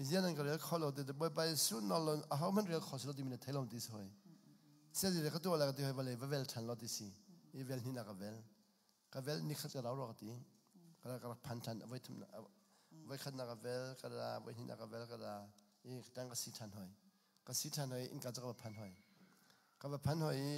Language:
Hakha Chin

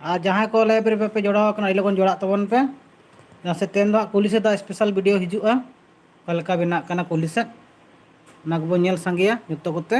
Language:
Santali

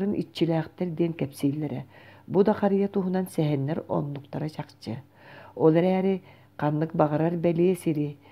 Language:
Yakut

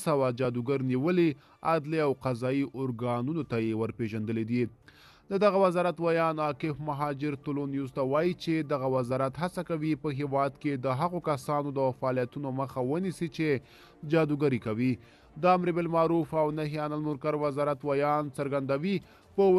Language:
Pashto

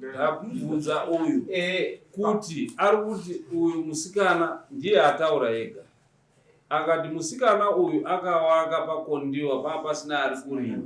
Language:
Shona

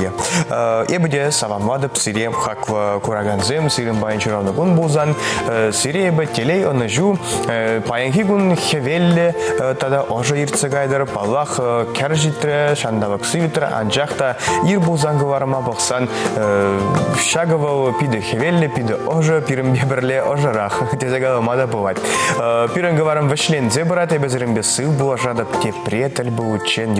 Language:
Chuvash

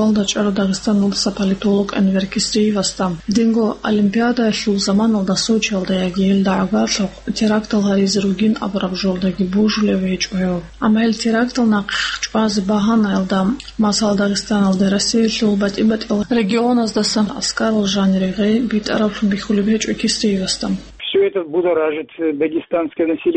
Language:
Avaric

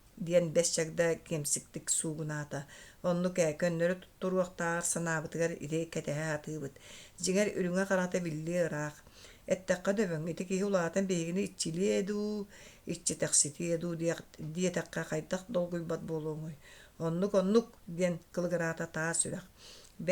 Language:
Yakut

